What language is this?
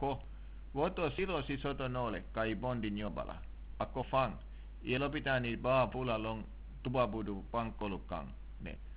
Mandingo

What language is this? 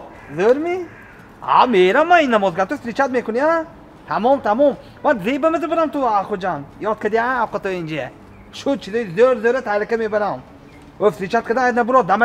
Tajik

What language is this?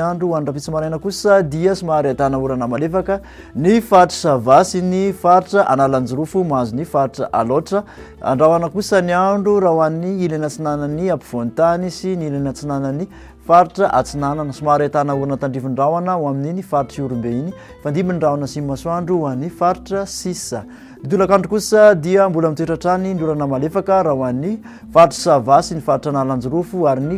Malagasy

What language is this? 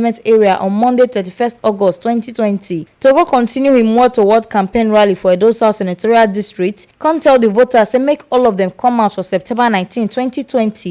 Nigerian Pidgin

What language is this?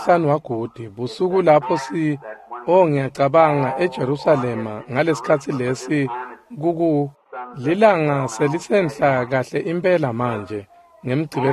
Swati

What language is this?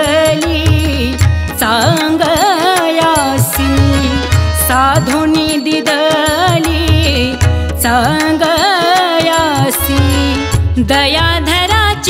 Marathi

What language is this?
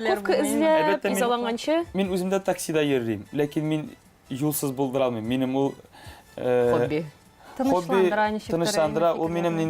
Tatar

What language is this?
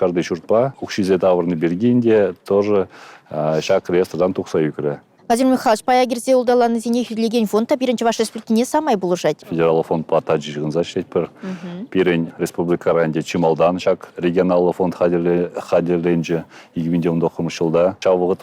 Chuvash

